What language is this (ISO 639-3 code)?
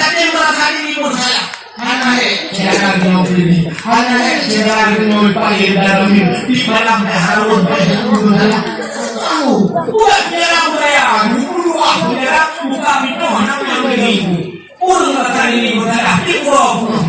ace